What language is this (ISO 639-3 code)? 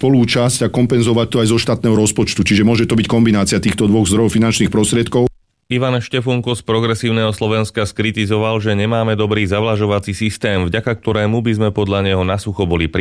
slk